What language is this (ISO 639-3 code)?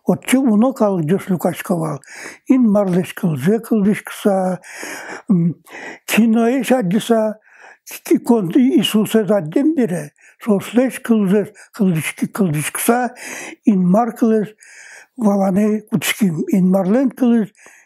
udm